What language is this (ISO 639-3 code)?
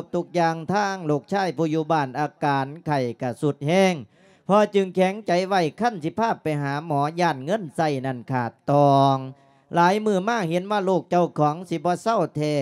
lao